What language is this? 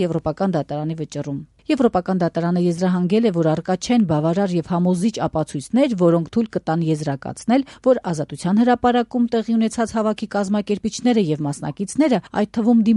Armenian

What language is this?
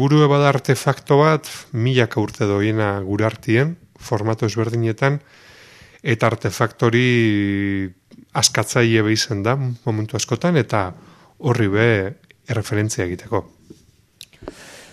Basque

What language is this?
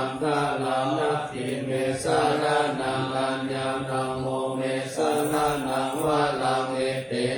Pali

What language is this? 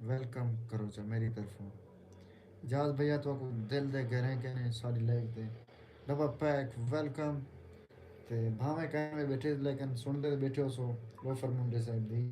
Saraiki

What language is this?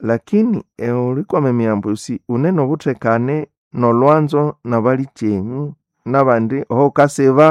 Nande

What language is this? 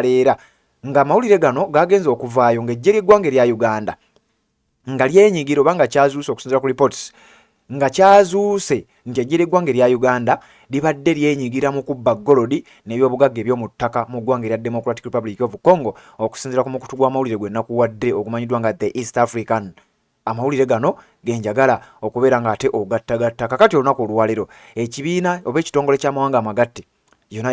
Ganda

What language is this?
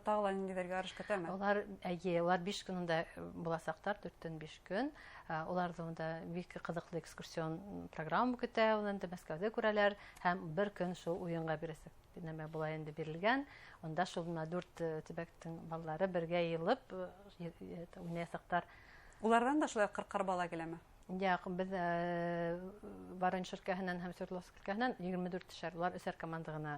Bashkir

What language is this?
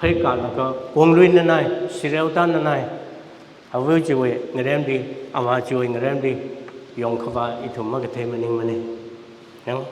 Tangkhul Naga (India)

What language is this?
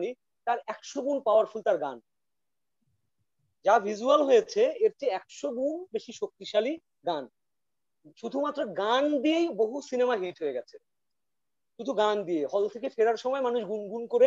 Bangla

